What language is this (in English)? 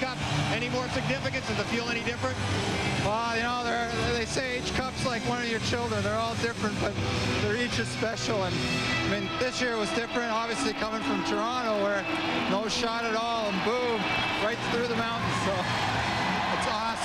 English